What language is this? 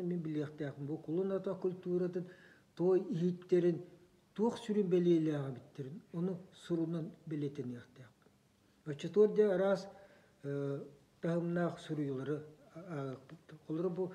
Yakut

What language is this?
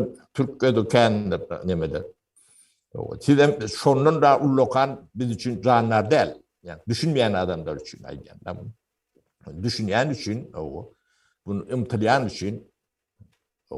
Turkmen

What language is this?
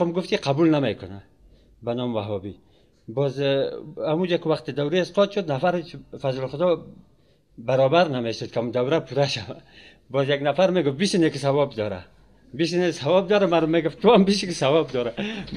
Persian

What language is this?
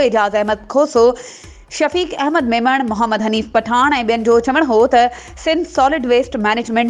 Sindhi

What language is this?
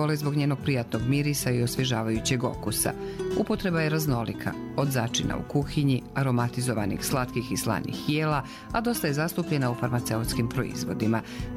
Bosnian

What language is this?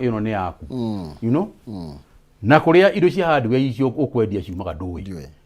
Kikuyu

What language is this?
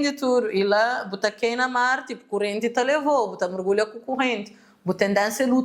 Kabuverdianu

